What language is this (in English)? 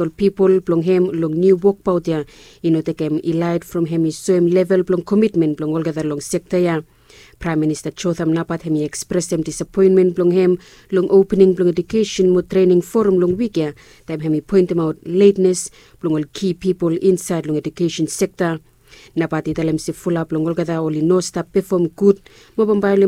Bislama